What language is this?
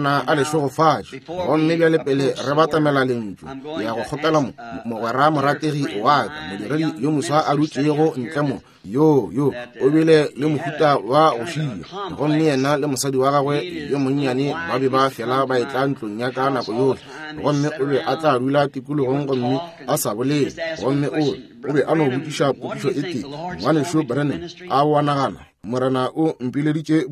Northern Sotho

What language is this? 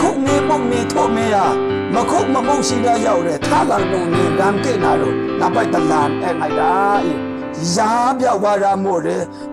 Maru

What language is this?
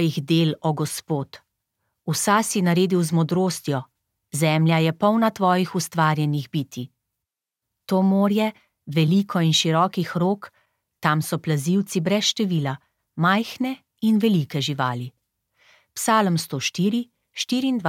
Slovenian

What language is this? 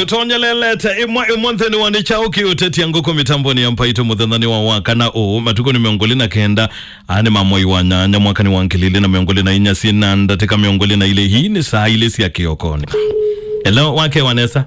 Kamba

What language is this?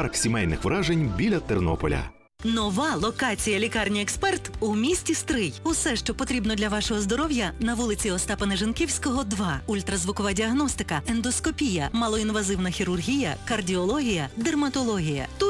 Ukrainian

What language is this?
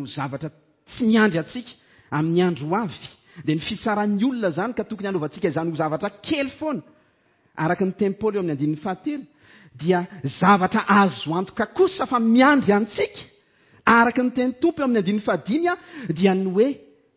Malagasy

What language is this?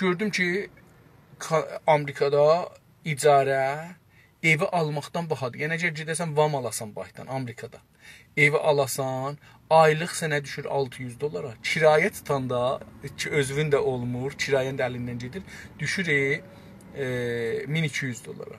South Azerbaijani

